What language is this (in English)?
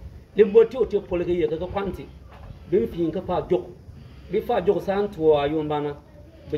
Bimoba